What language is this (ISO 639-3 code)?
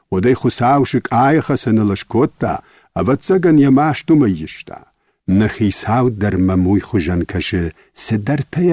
oss